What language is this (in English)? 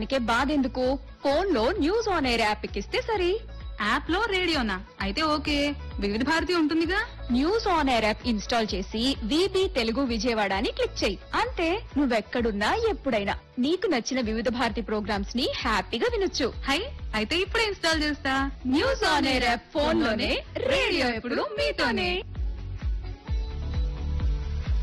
Telugu